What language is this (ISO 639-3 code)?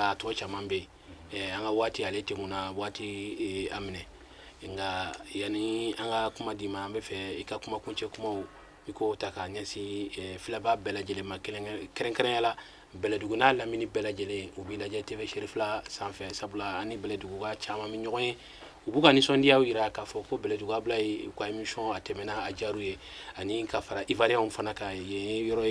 bam